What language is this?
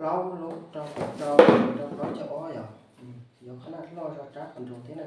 Hmong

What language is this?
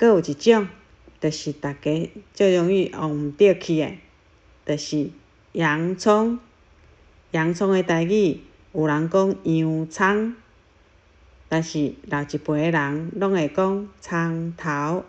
Min Nan Chinese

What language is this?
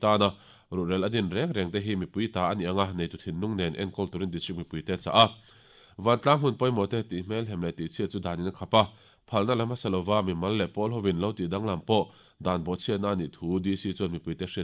Mizo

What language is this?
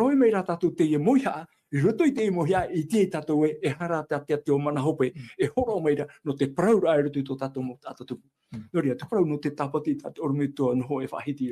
Tahitian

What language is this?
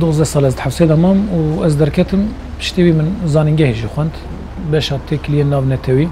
Kurdish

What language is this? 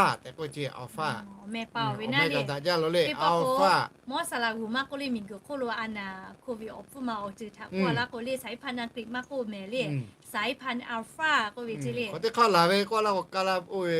Lahu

